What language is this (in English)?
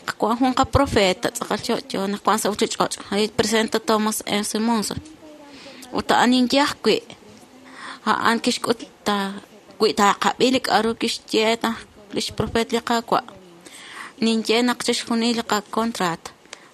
Kekchí